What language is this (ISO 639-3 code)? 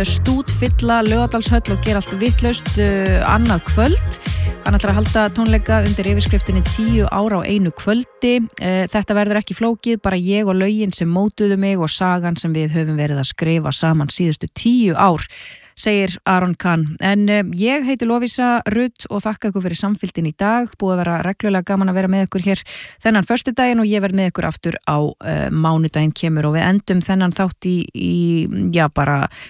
isl